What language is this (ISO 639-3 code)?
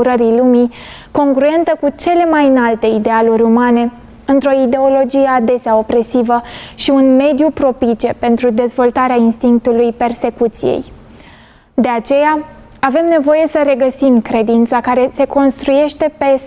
ron